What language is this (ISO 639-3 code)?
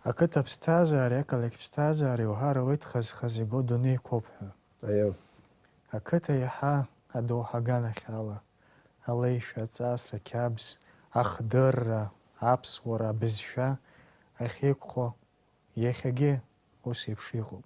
abk